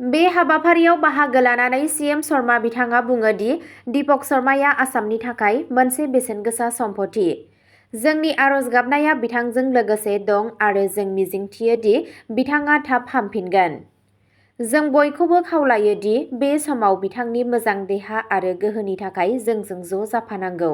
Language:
Bodo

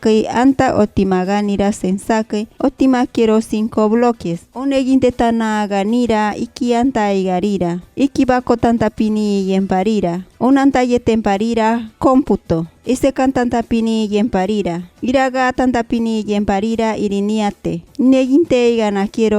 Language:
Machiguenga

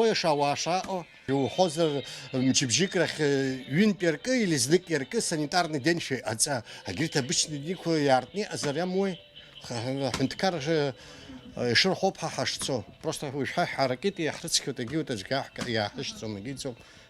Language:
Abkhazian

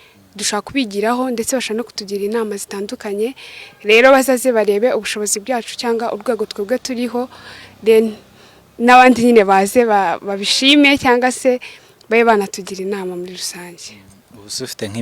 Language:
Kinyarwanda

